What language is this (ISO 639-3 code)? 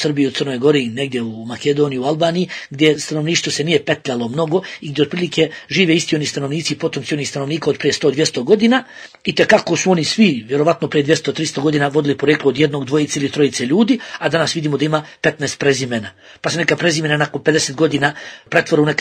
bos